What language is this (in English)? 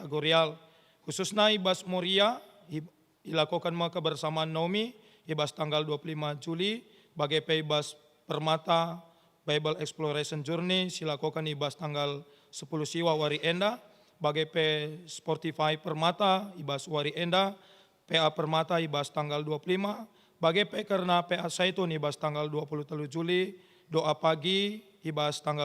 Batak Karo